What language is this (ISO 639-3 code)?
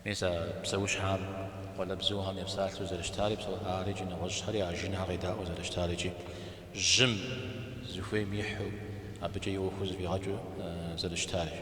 kbd